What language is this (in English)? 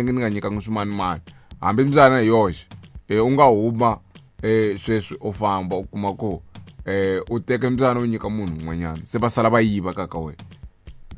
Tsonga